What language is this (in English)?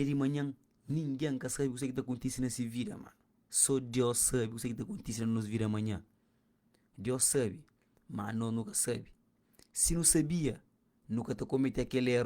Kabuverdianu